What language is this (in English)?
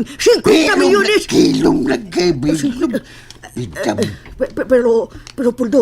Cebuano